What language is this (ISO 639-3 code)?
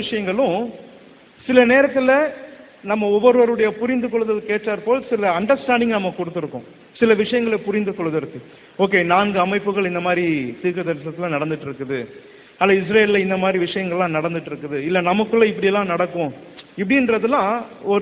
tam